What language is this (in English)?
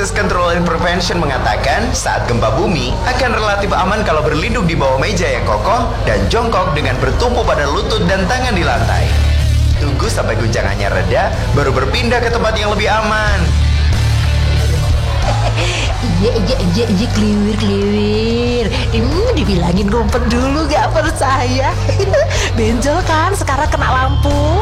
Indonesian